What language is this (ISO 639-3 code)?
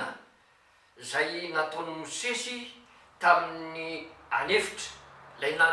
mlg